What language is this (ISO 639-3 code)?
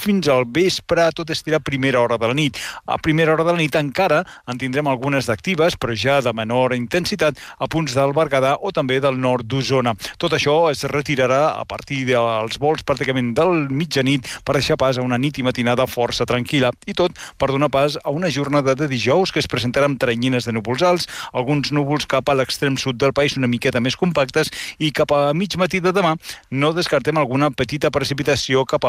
cat